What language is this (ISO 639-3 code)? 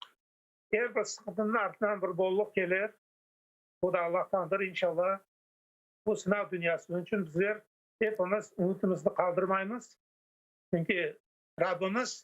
crh